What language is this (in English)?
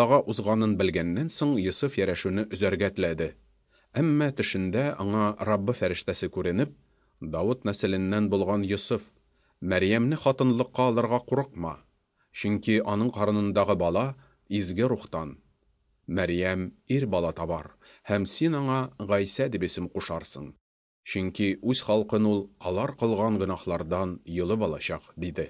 Tatar